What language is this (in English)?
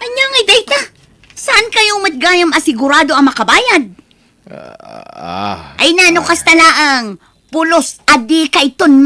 Iloko